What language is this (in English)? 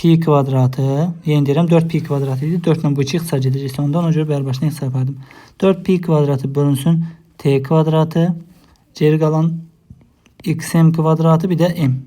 Azerbaijani